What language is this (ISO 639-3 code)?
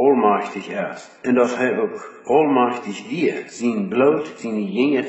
pdt